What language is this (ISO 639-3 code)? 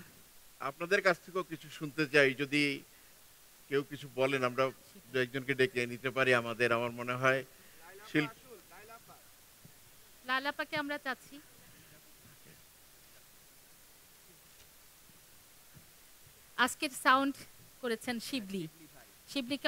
ben